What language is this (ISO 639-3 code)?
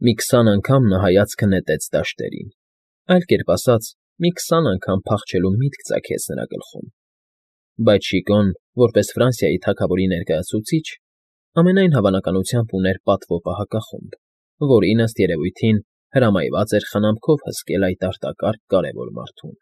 hye